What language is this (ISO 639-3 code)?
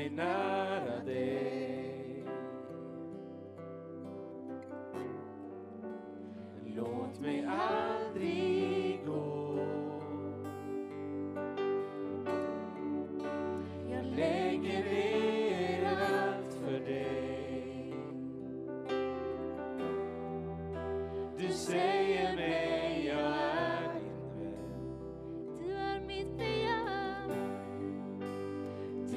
swe